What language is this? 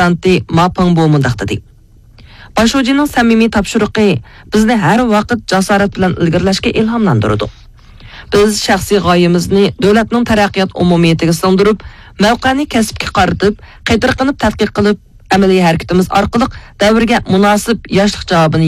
Uyghur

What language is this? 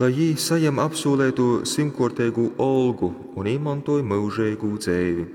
Latgalian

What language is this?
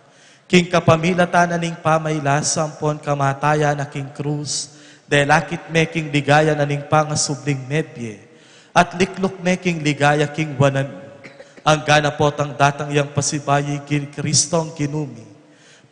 Pampanga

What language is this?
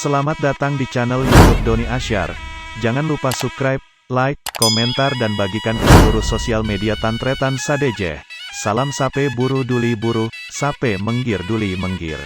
Madurese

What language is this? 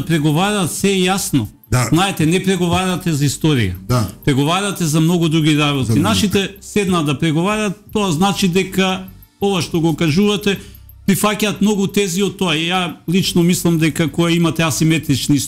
Macedonian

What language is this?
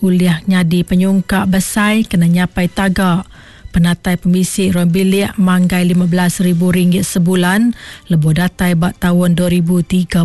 Iban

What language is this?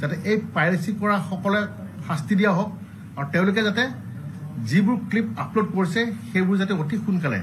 Assamese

